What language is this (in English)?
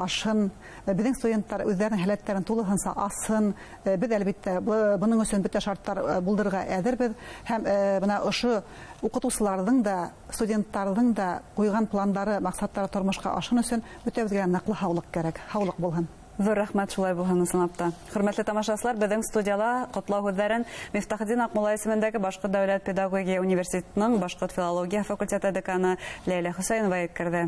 Bashkir